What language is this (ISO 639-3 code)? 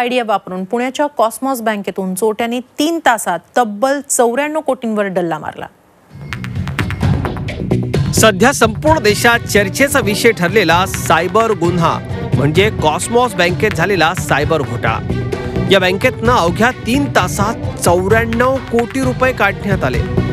mar